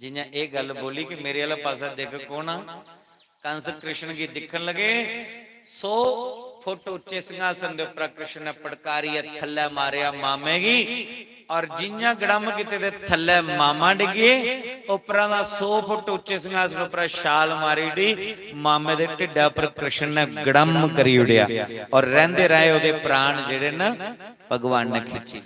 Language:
Dogri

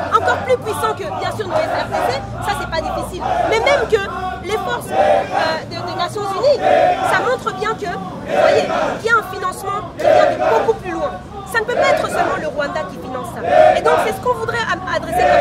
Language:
French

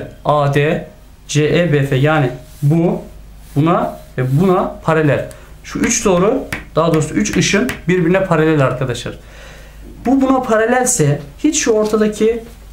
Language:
Turkish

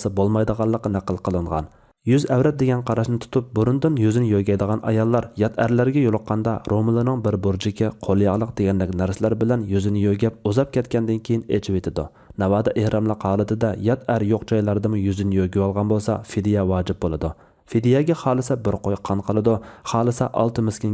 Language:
Uyghur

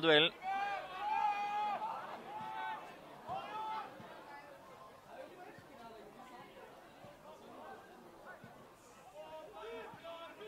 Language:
Norwegian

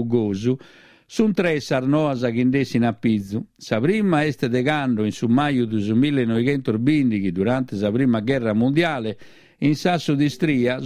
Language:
Sardinian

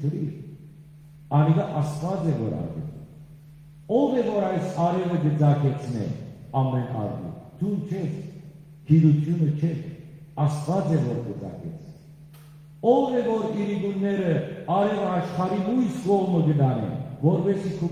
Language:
Western Armenian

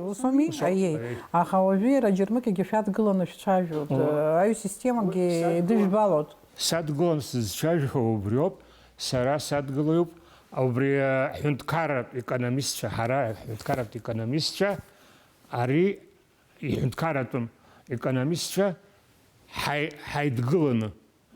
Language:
Abkhazian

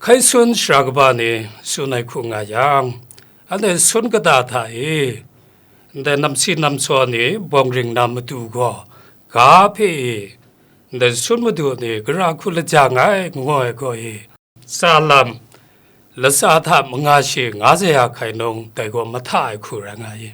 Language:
Kachin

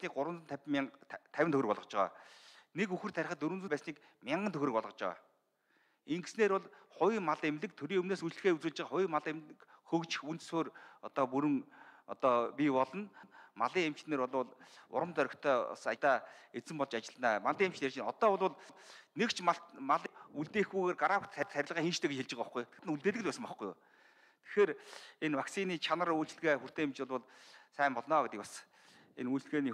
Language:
Mongolian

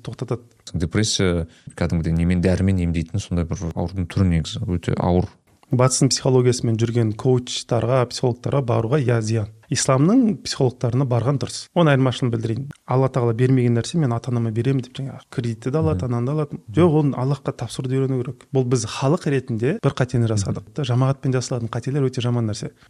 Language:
Kazakh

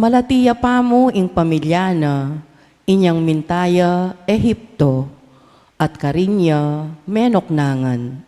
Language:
Pampanga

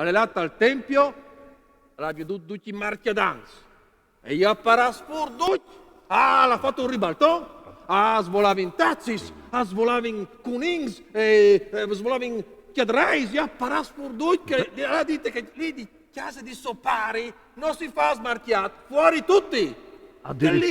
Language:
Friulian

